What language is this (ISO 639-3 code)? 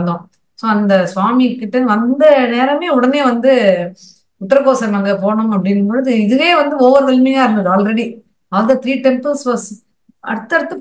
tam